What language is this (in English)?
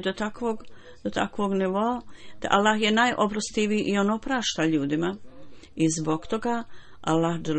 Bosnian